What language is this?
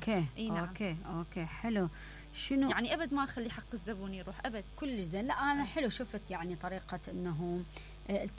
Mesopotamian Arabic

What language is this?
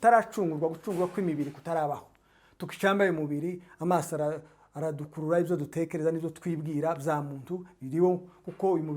Kinyarwanda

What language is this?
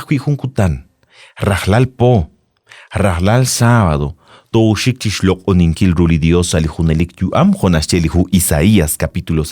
Kekchí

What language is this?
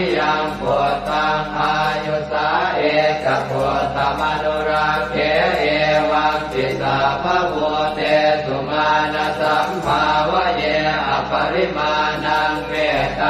Pali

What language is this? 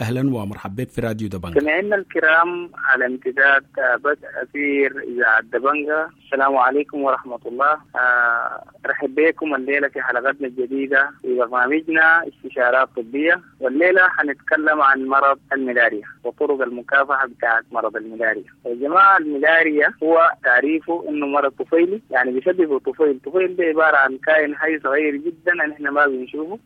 Sudanese Arabic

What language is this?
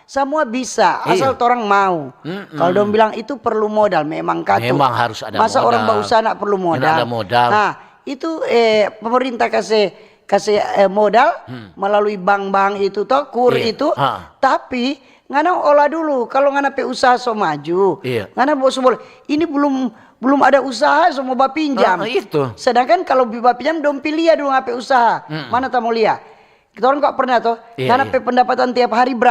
Manado Malay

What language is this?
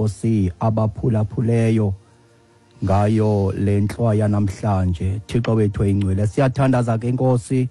Xhosa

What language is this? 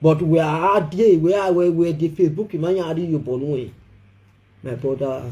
Nigerian Pidgin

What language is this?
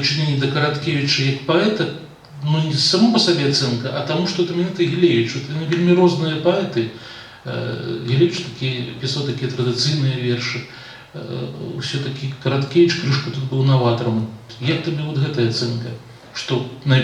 Belarusian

